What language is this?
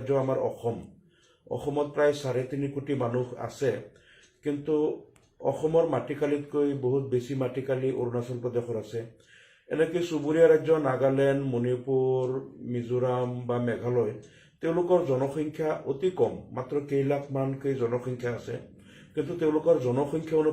Assamese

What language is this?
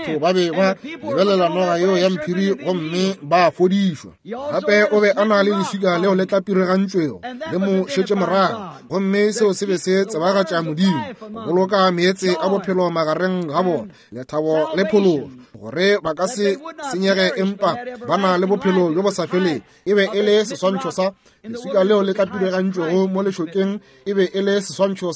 Northern Sotho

